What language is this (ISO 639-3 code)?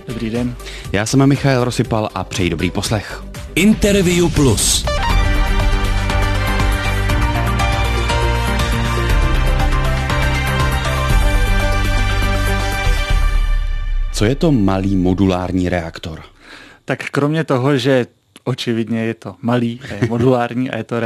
ces